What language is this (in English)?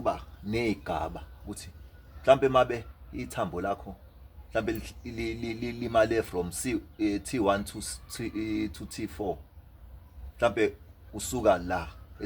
Zulu